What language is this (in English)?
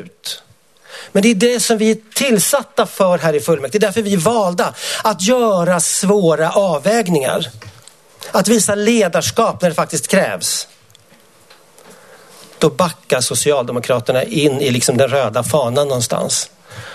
Swedish